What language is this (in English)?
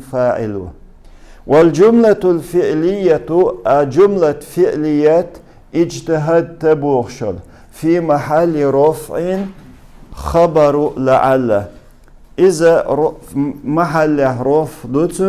Chechen